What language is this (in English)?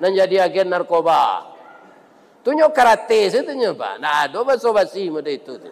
Minangkabau